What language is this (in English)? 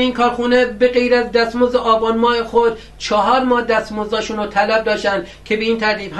Persian